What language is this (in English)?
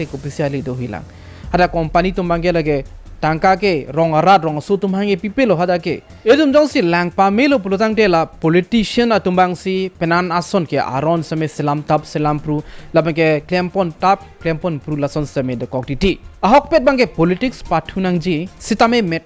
Karbi